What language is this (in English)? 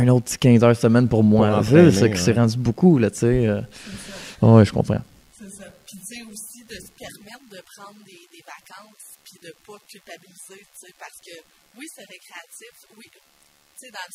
French